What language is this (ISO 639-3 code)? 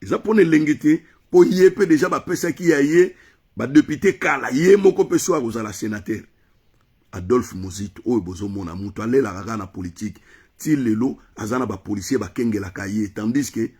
lin